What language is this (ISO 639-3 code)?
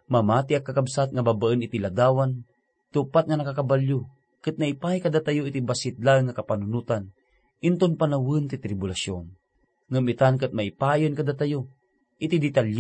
ilo